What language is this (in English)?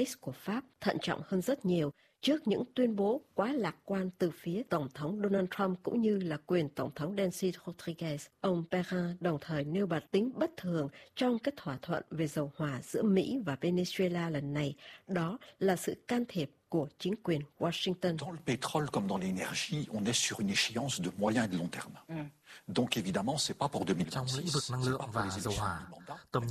Vietnamese